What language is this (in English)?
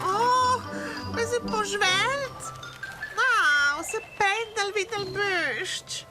Romansh